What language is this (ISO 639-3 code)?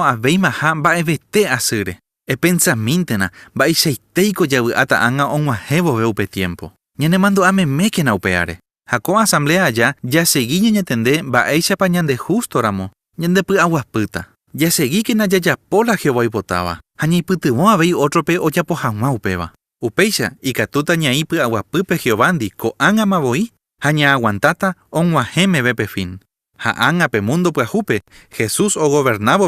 grn